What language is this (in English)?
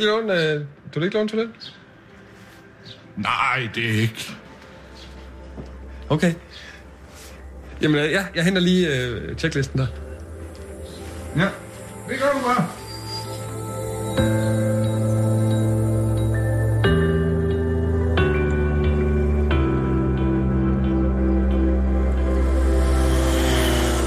Danish